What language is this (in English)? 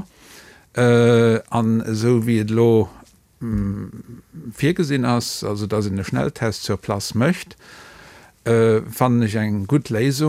Luxembourgish